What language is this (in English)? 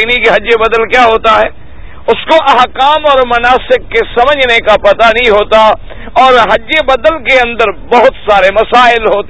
Urdu